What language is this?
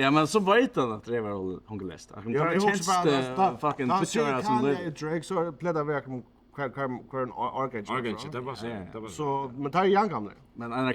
Faroese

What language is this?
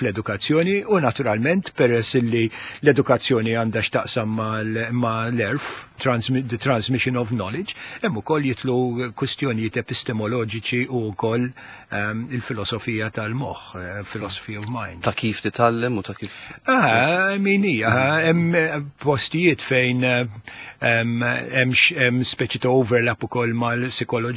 Maltese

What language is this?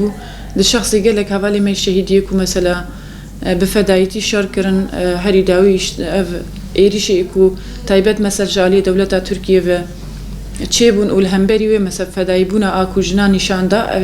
Kurdish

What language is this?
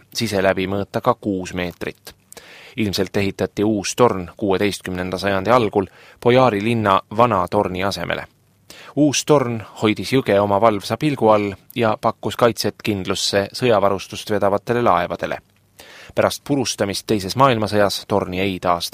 Estonian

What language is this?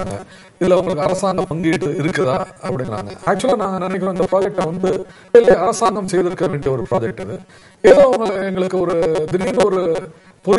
Tamil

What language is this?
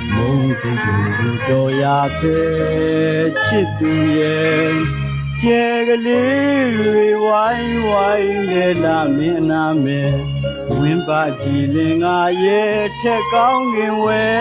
Burmese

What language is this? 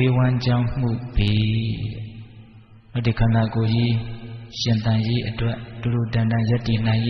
Burmese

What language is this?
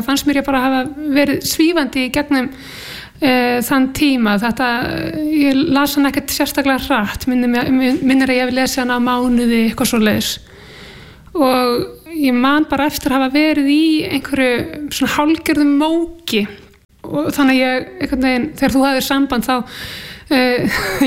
Icelandic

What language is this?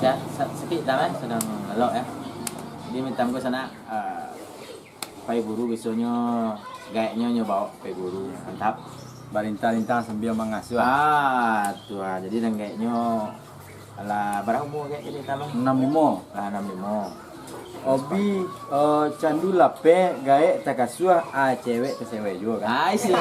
Minangkabau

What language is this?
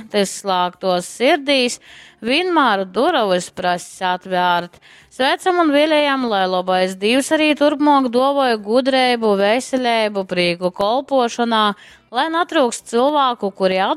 Latgalian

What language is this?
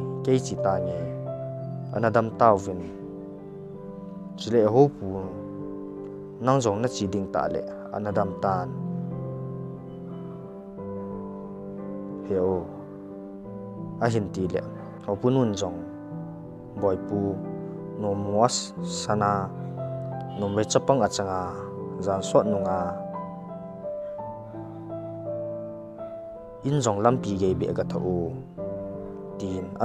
Thado Chin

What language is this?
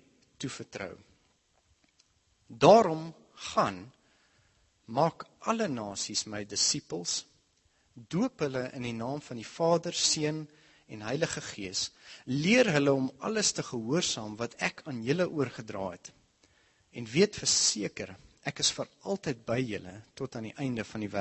Afrikaans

